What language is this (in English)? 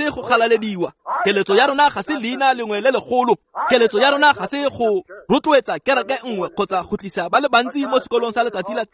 Tswana